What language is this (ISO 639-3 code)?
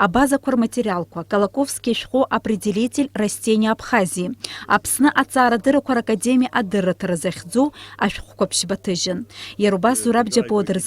abk